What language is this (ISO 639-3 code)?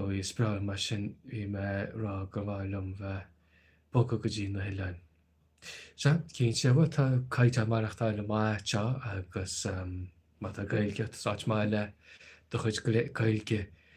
gle